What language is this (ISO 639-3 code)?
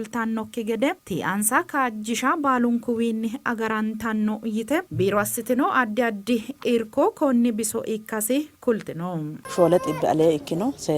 sid